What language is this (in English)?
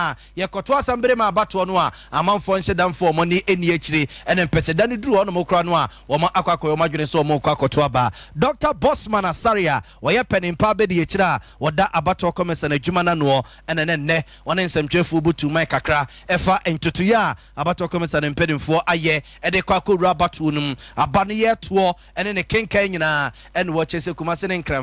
Akan